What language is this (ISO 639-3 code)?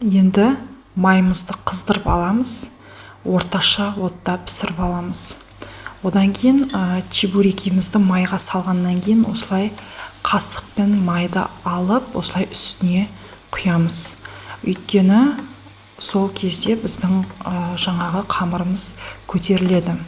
kaz